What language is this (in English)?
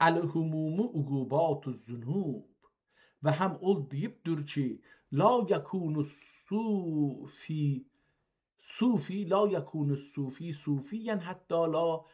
South Azerbaijani